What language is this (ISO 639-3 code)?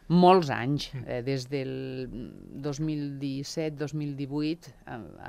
cat